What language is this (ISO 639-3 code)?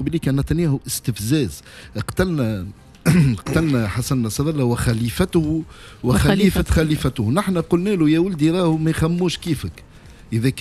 aeb